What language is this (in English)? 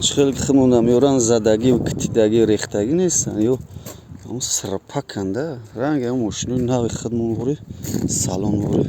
Tajik